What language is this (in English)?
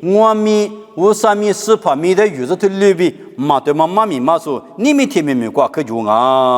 Lisu